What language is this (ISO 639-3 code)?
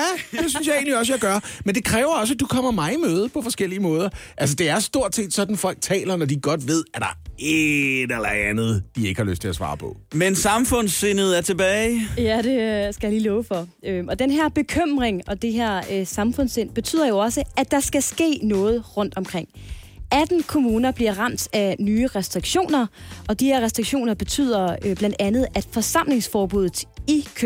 dan